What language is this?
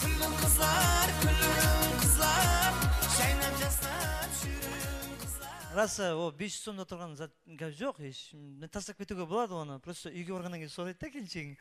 Kara-Kalpak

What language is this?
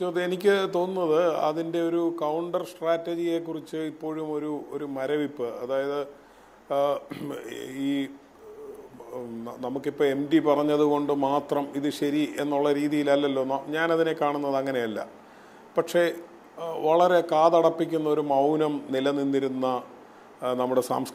Malayalam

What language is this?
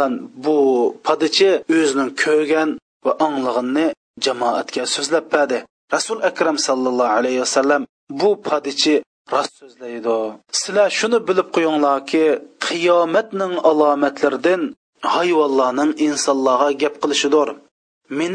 Uyghur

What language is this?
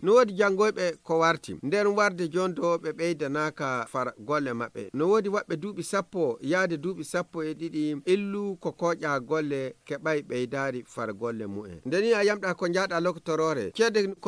Fula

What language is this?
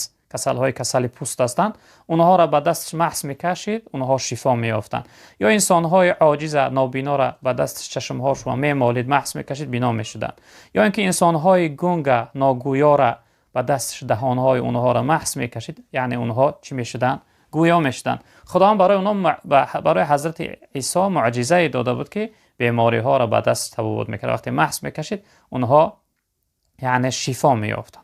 Tajik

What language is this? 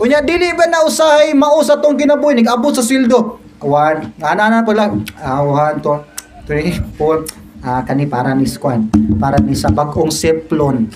Cebuano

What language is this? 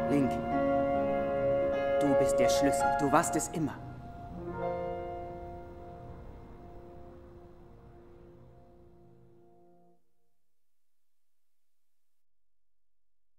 German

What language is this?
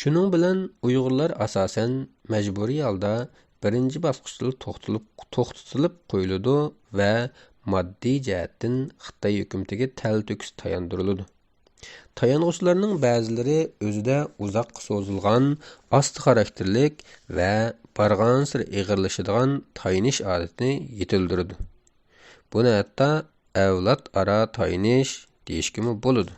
Uyghur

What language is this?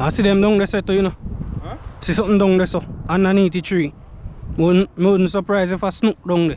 Jamaican Creole English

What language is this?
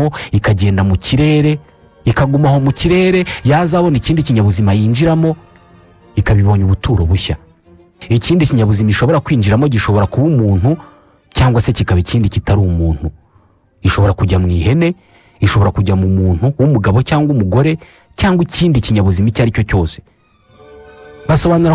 Kinyarwanda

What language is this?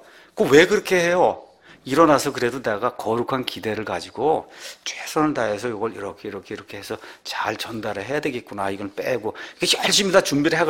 Korean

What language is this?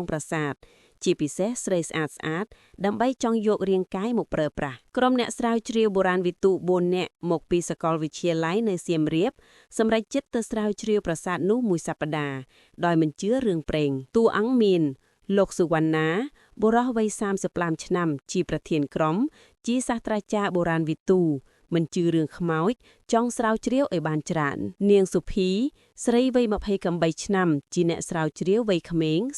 Khmer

